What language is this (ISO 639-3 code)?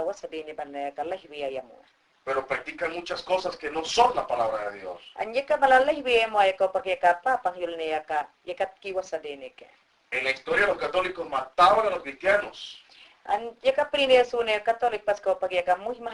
yan